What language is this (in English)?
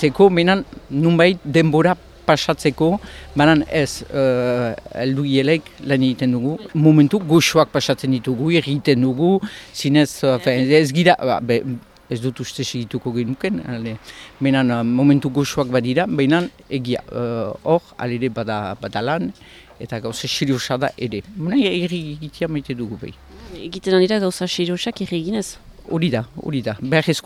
Basque